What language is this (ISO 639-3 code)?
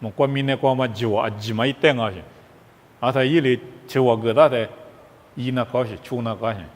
lis